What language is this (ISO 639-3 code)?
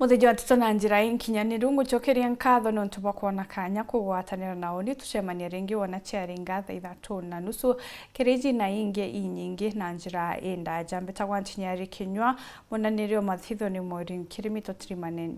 mer